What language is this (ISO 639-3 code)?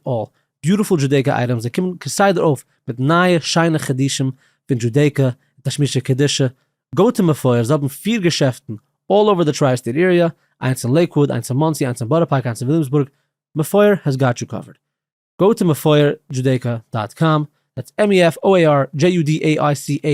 yid